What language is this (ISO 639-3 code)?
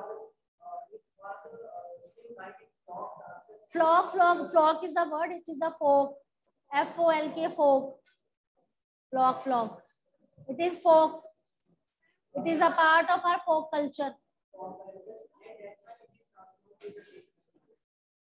eng